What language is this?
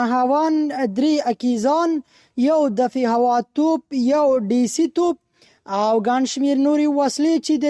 Pashto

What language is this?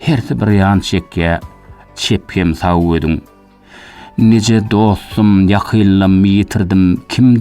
Turkmen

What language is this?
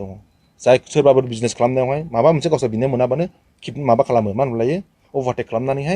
Bodo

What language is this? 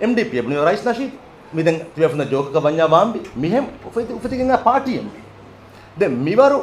Divehi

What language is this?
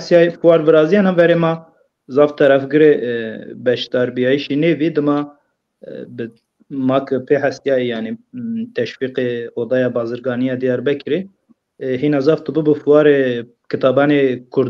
Zaza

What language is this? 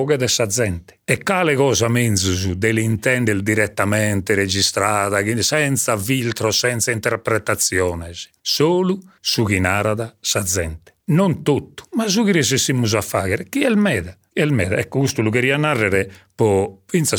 Sardinian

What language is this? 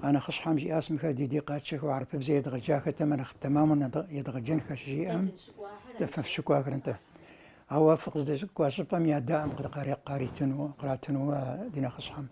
Kabardian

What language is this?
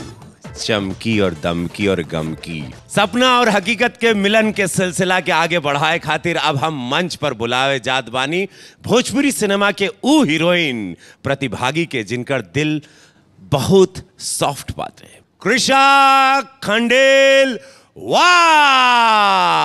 Bhojpuri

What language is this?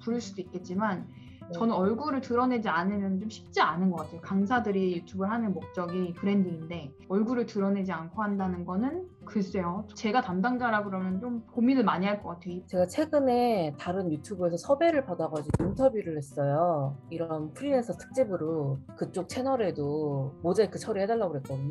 Korean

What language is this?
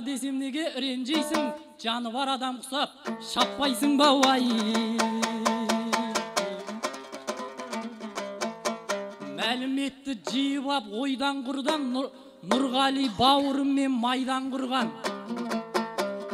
Kazakh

